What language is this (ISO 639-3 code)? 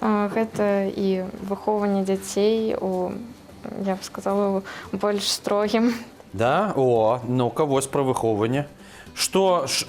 bel